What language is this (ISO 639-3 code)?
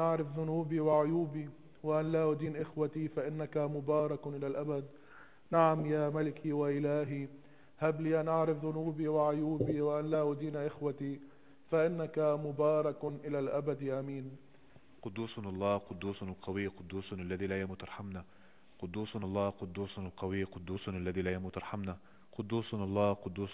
ara